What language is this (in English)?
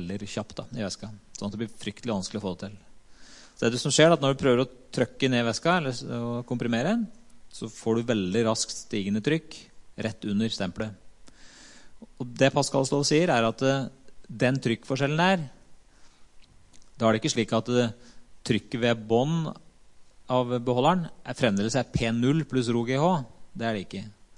Norwegian